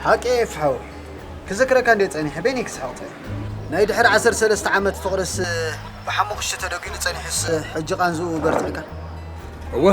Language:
Tigrinya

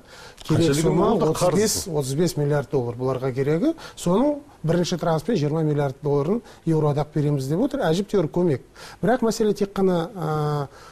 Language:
Kazakh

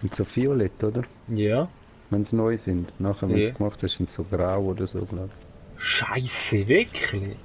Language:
Swiss German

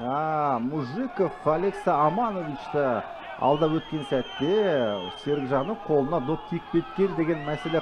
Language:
Kazakh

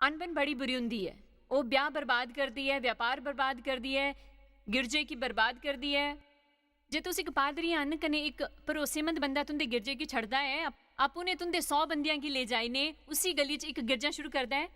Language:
Dogri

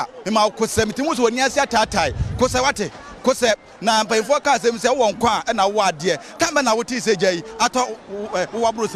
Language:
Akan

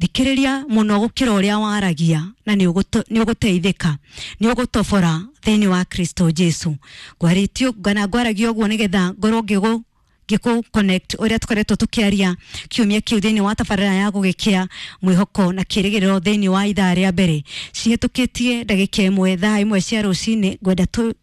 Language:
Kikuyu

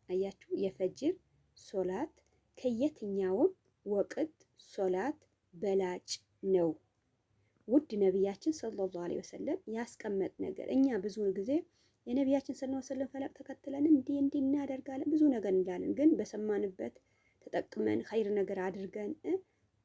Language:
Amharic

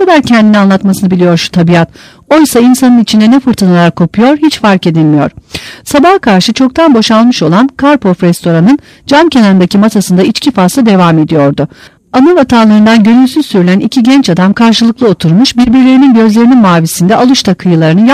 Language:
Turkish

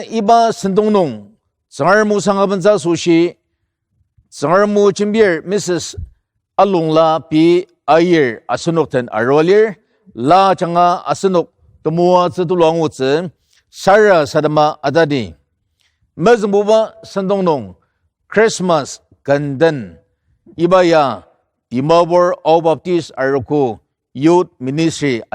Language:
Ao Naga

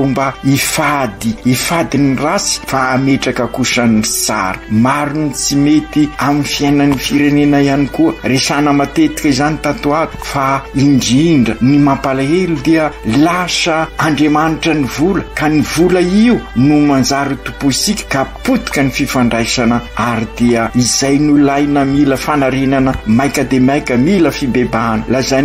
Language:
Malagasy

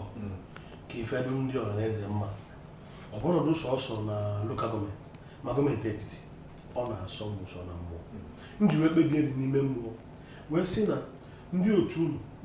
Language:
Igbo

